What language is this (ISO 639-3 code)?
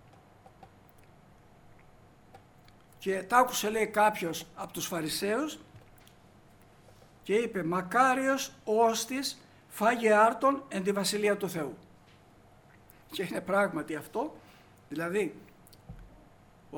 ell